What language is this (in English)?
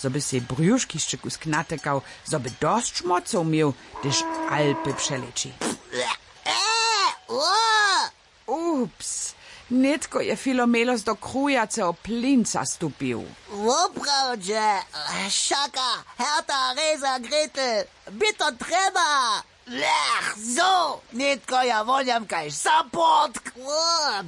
Upper Sorbian